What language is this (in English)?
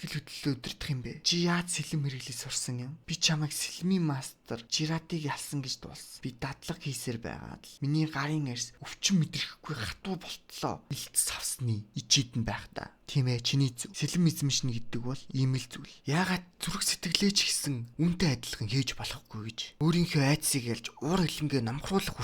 Mongolian